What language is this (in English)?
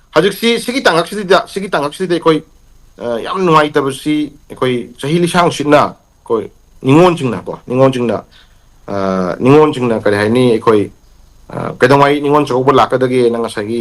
Manipuri